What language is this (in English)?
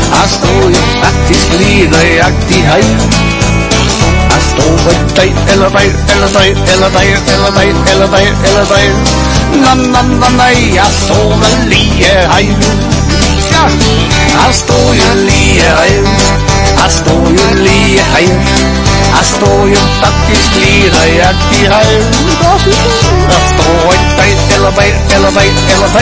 Danish